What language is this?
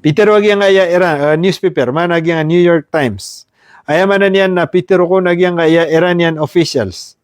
Maranao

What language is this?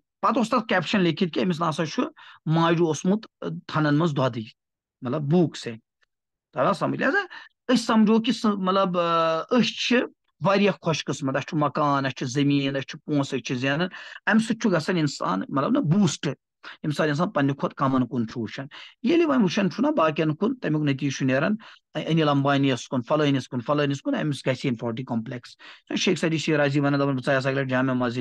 Kashmiri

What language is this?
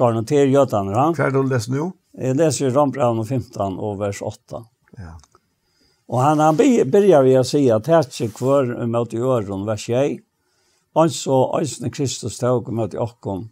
Faroese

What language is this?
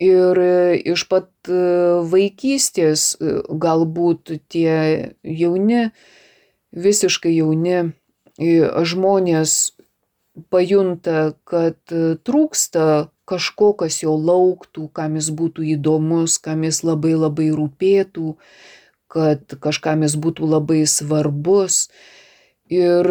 Lithuanian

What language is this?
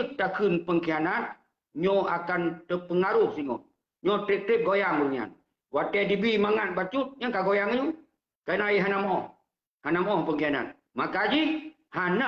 Achinese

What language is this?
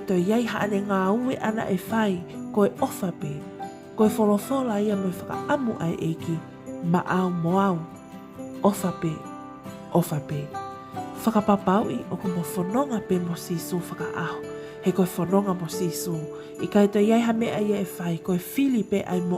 Tongan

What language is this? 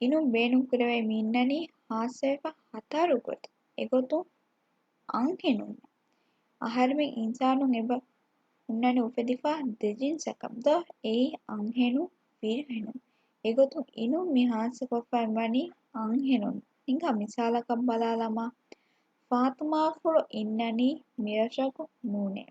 Divehi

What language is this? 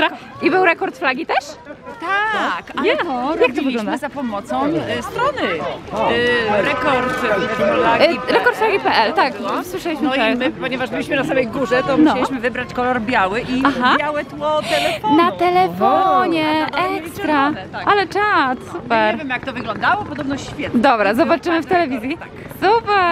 Polish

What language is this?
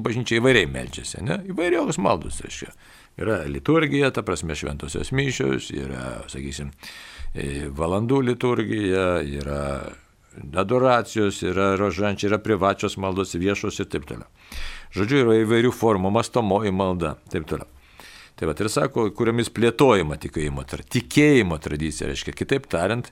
Lithuanian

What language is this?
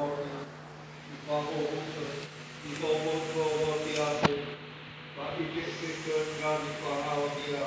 Nias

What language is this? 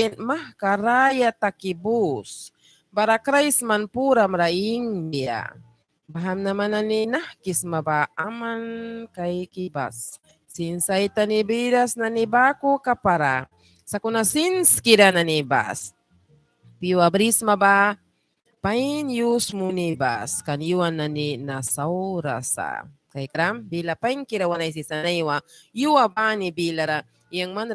Mískito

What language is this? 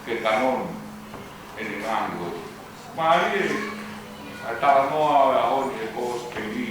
Tongan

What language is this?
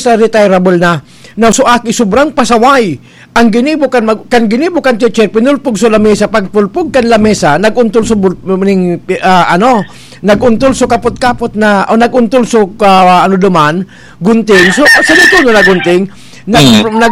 Bikol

